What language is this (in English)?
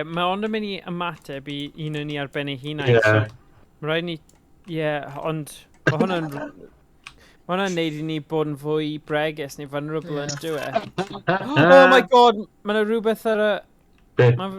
Welsh